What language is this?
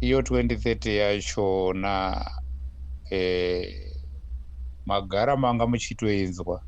Shona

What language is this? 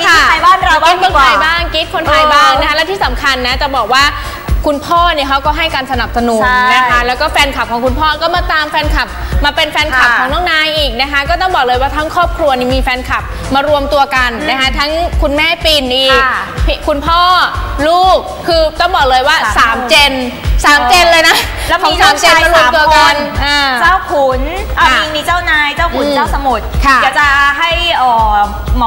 Thai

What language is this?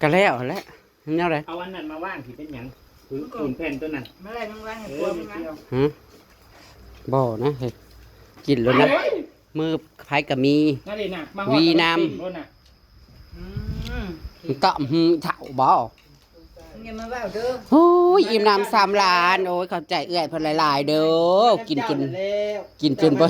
Northeastern Thai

